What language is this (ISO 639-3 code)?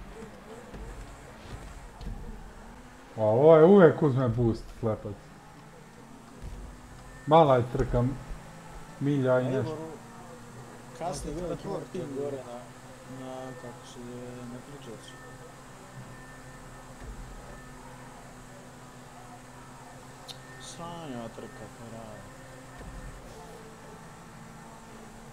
hrv